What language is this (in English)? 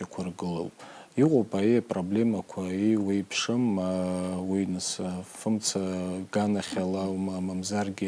Abkhazian